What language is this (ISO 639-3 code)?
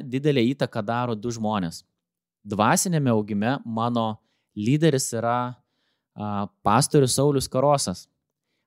lit